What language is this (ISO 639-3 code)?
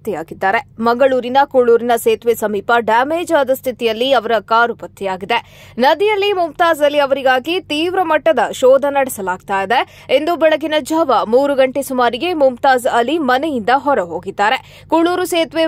kan